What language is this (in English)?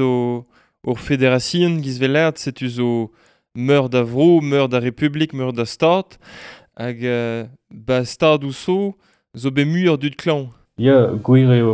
Breton